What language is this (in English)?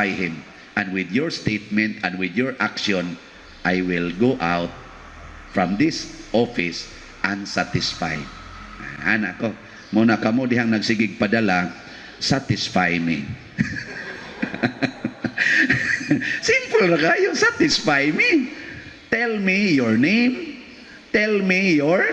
Cebuano